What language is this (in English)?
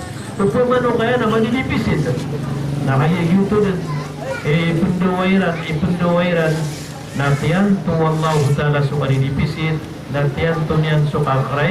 Maranao